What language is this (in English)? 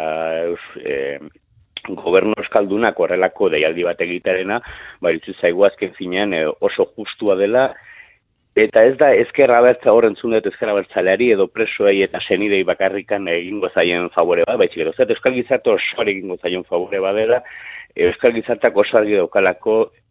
Basque